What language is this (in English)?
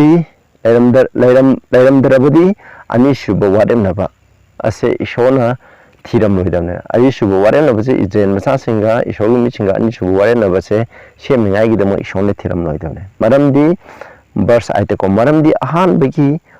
Manipuri